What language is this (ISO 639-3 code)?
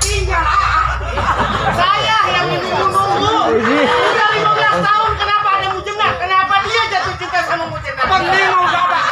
bew